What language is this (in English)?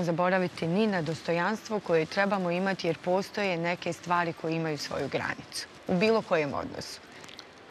Bosnian